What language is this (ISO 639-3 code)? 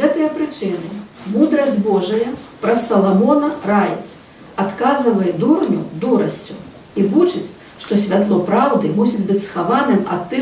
bel